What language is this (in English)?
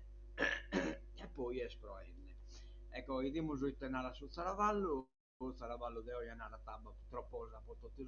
Sardinian